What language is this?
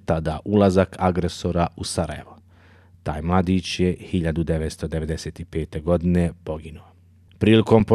Bosnian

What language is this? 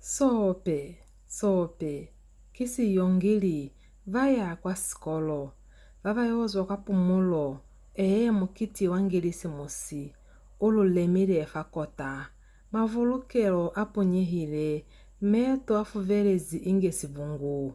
Lozi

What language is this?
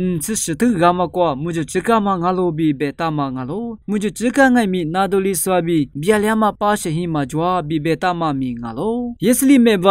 Lisu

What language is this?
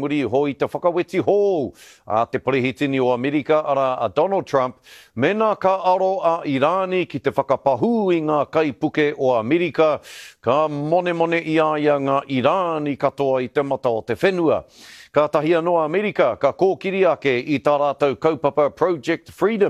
Māori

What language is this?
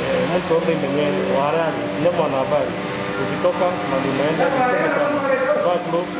Meru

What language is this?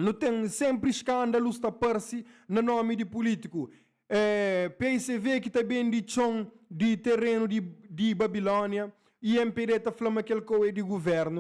Kabuverdianu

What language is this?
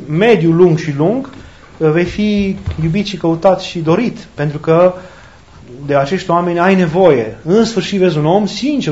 Romanian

